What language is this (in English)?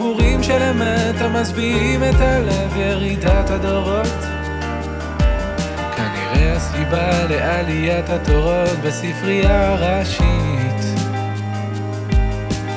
Hebrew